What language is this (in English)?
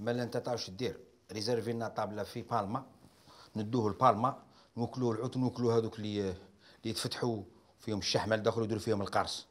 Algerian Arabic